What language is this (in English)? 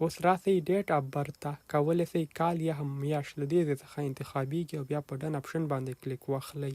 Pashto